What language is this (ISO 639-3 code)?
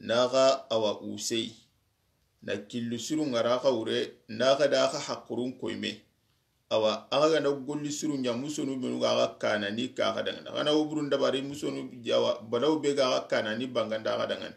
snk